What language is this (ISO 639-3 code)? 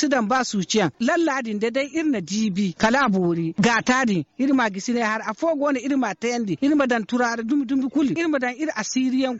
dje